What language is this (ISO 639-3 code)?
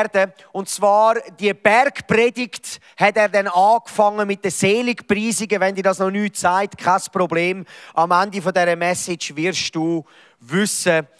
gsw